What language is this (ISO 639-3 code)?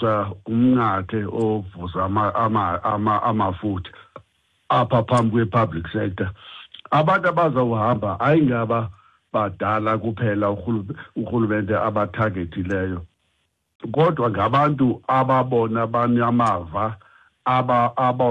xho